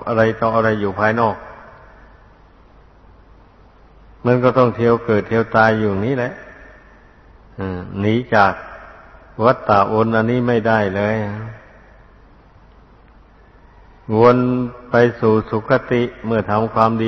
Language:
Thai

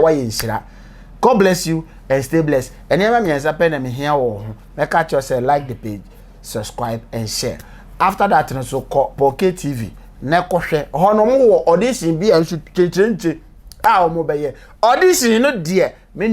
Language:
Akan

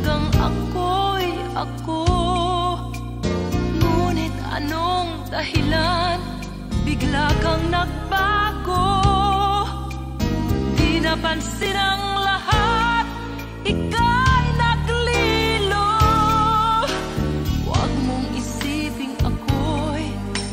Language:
Filipino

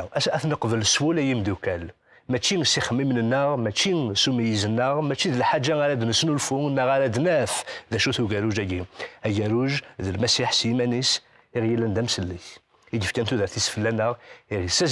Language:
Kabyle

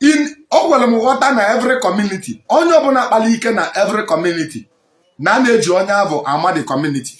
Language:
Igbo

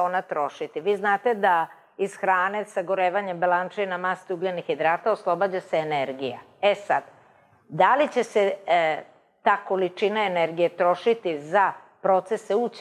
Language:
Serbian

